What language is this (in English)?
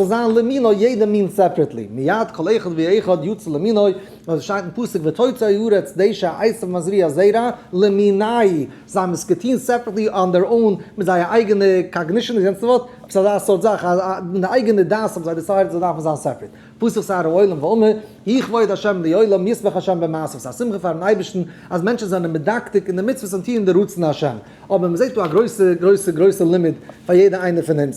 Yiddish